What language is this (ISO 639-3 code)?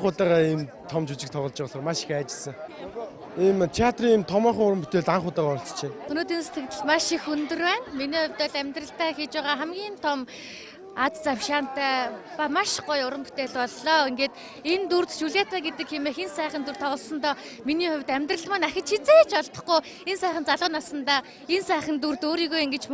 mon